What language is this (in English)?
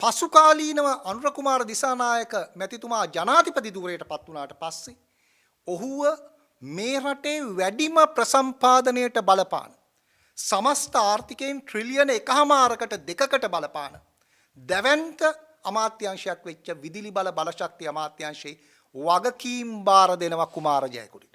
Sinhala